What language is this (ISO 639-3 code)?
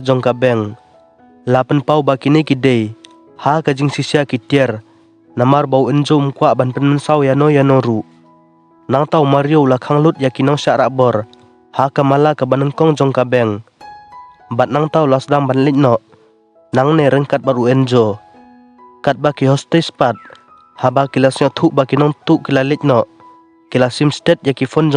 kha